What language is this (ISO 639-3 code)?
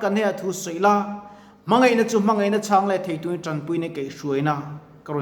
lus